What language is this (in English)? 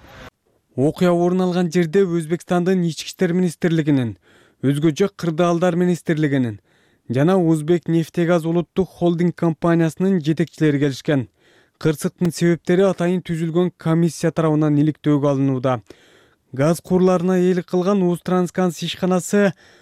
Kyrgyz